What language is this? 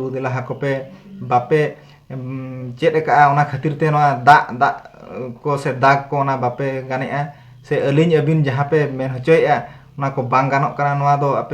Santali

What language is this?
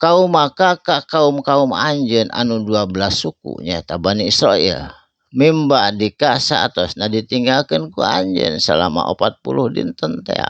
Sundanese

